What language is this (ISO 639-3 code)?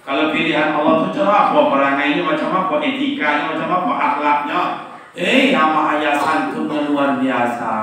min